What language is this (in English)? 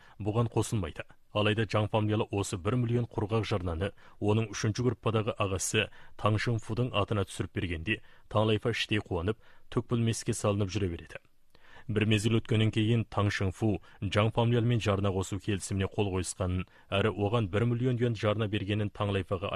Kazakh